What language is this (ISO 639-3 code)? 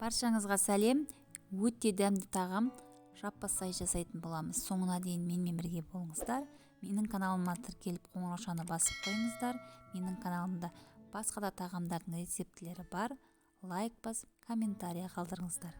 kaz